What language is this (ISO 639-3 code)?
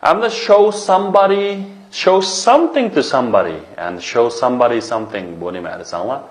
uig